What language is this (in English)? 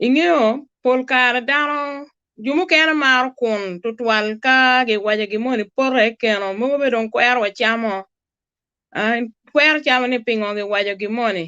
Acoli